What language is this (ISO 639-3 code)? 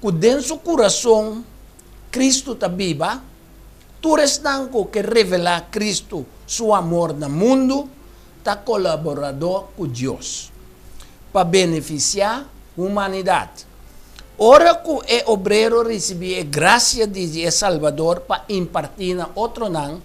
pap